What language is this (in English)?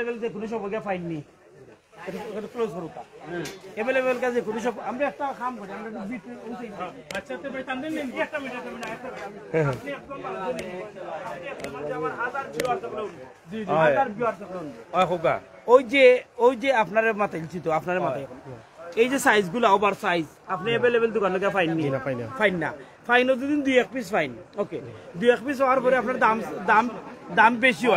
Sylheti